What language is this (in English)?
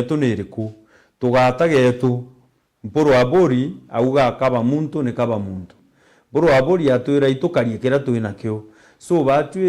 Meru